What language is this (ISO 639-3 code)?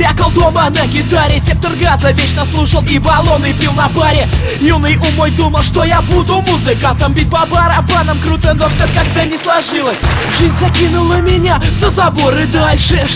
rus